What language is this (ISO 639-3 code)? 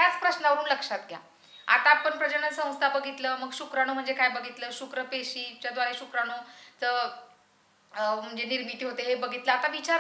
mar